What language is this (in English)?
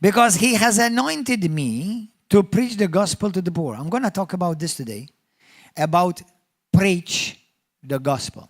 English